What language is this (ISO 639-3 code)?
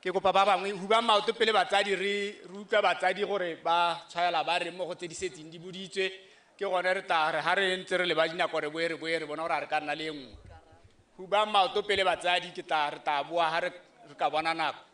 tsn